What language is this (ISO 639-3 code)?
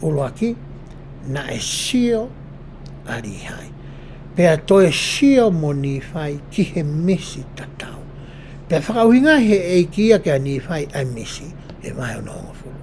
ton